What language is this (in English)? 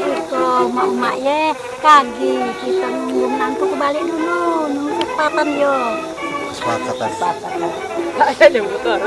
Musi